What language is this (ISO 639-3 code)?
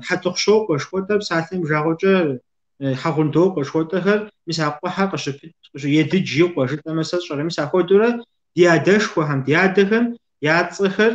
kbd